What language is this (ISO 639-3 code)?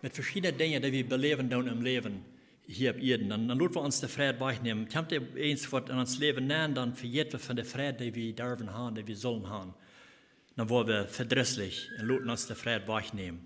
pdt